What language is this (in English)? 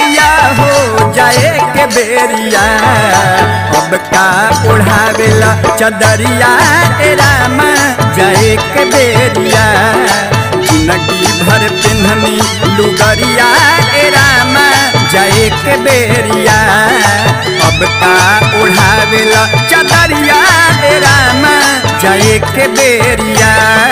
Bhojpuri